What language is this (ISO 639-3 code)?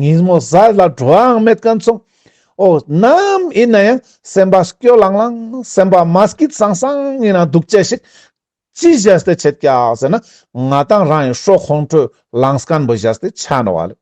lbj